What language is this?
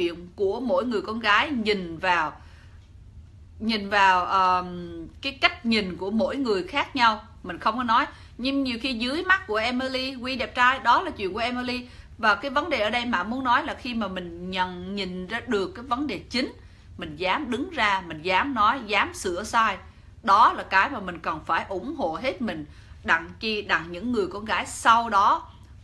Vietnamese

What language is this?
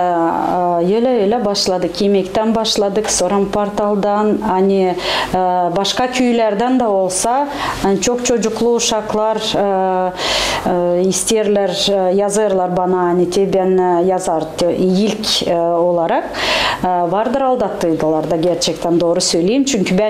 Gagauz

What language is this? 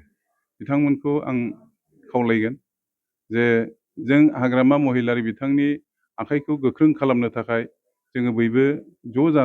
Bodo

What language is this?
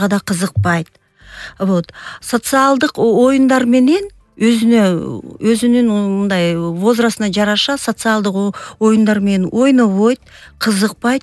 Kyrgyz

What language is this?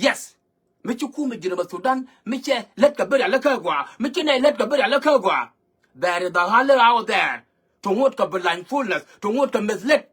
Nuer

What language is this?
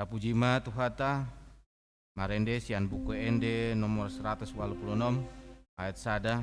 Batak Toba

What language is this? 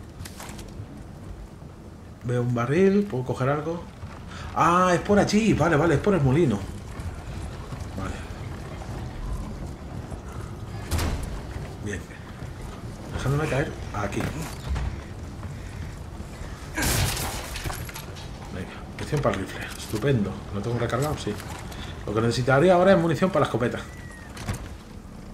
Spanish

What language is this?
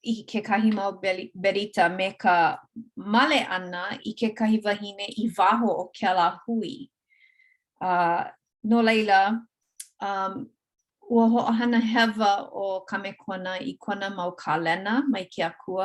Hawaiian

